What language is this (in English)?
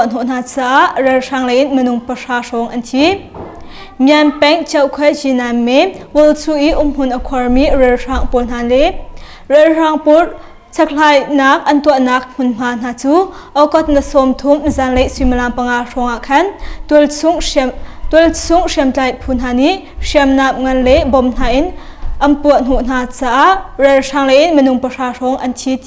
Hakha Chin